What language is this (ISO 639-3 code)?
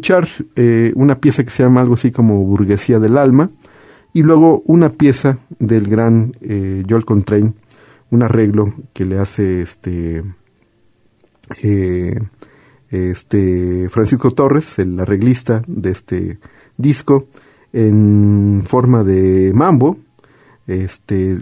spa